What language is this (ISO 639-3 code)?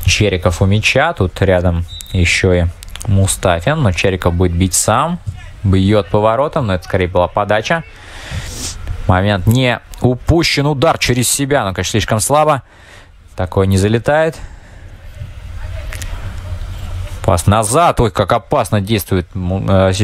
rus